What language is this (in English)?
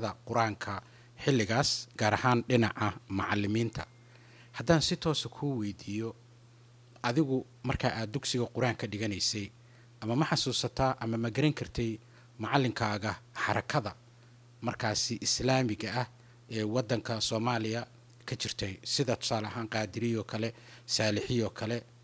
Somali